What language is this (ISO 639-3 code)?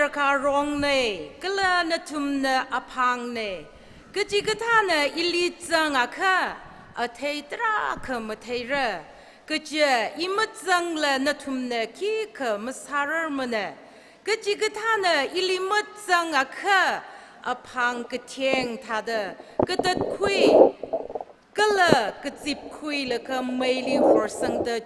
nmf